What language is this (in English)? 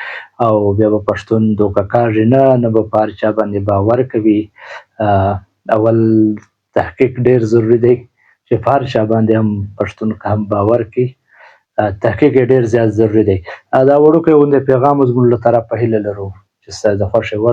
Pashto